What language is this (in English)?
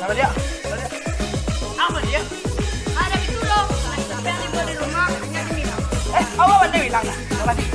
Minangkabau